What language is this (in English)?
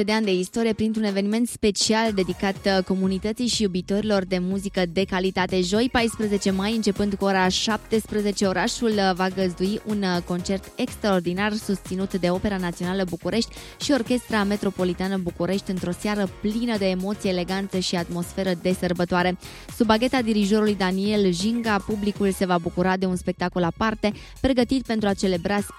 Romanian